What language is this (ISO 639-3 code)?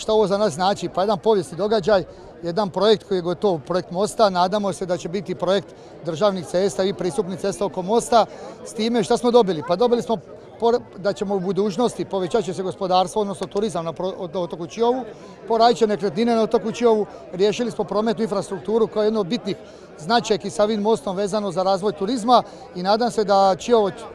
hrv